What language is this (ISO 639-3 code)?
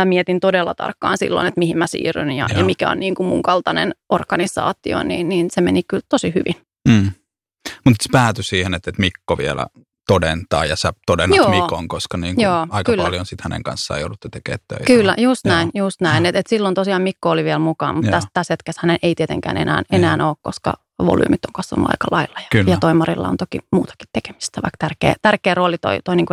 fin